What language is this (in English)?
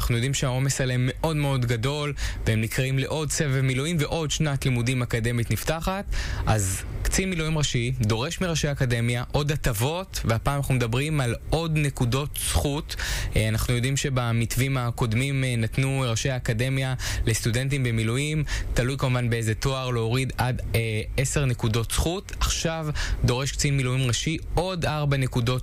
Hebrew